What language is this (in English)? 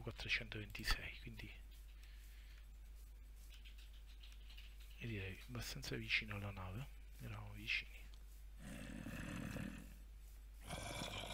Italian